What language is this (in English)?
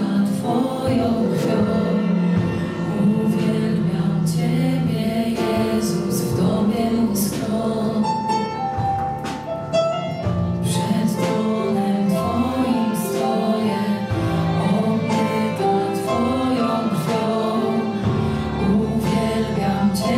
Polish